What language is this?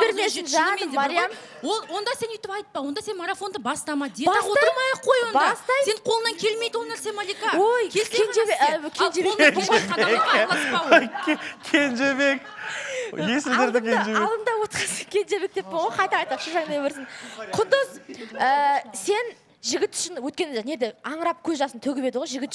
Kazakh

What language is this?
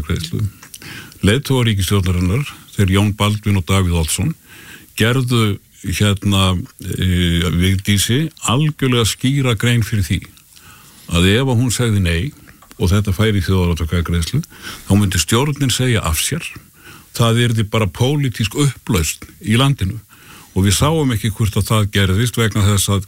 Icelandic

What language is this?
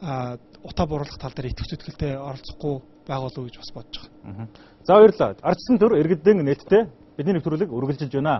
Mongolian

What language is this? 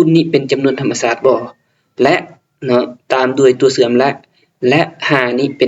Lao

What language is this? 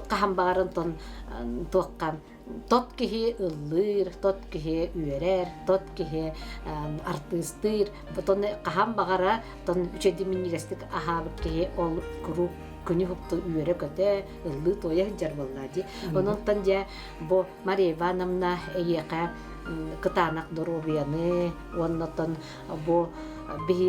Yakut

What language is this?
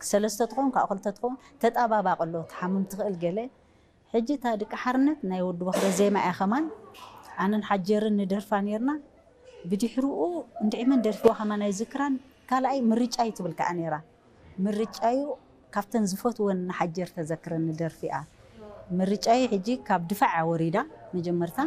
Tigrinya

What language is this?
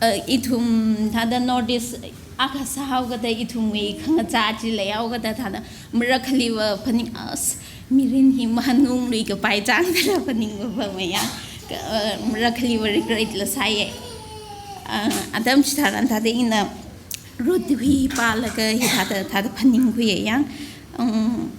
Tangkhul Naga (India)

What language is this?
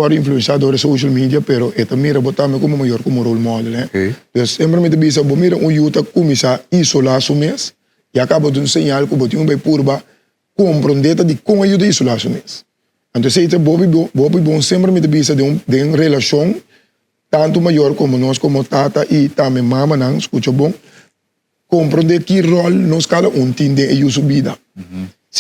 Papiamento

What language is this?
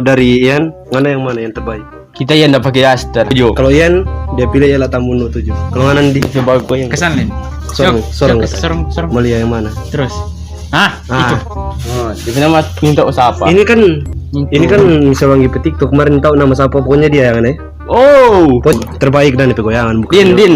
Manado Malay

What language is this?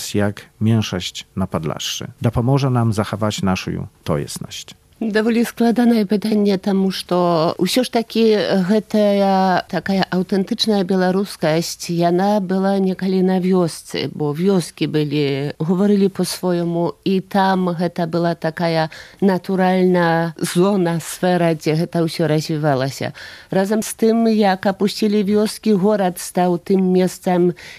Belarusian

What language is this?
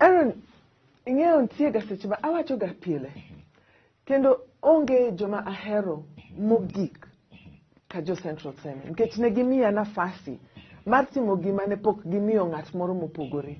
Luo (Kenya and Tanzania)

